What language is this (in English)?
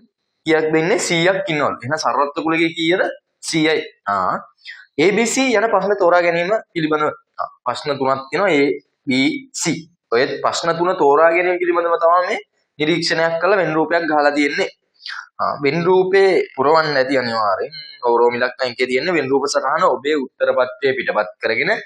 Sinhala